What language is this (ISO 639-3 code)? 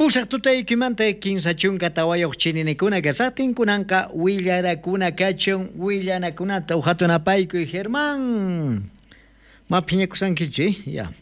quh